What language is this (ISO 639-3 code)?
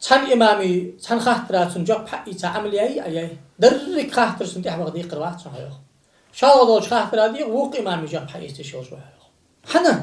inh